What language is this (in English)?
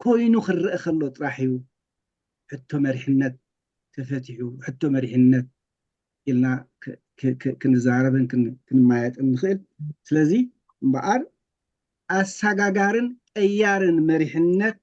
Tigrinya